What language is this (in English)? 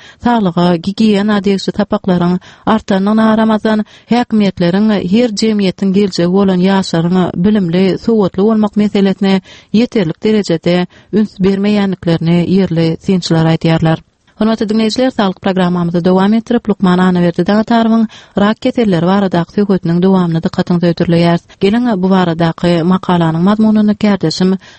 Turkmen